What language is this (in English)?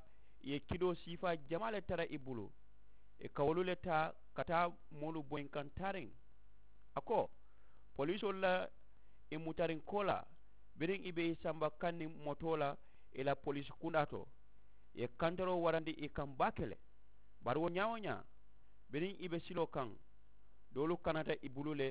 Mandingo